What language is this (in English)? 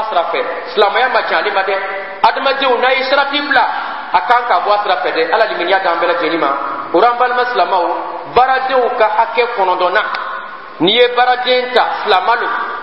Bambara